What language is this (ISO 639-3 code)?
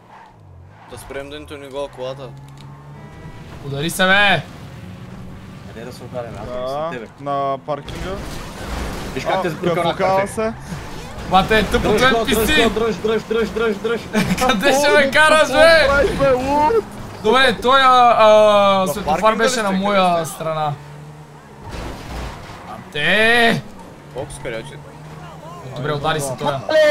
bul